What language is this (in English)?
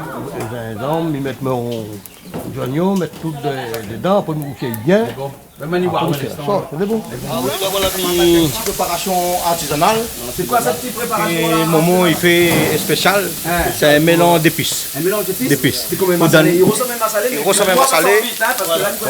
Réunion Creole French